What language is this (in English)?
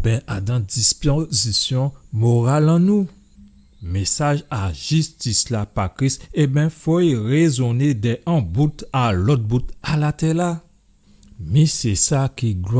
Guadeloupean Creole French